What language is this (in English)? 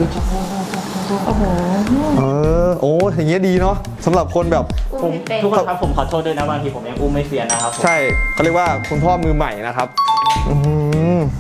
Thai